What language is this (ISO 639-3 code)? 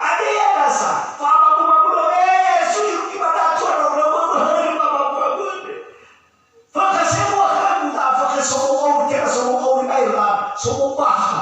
nia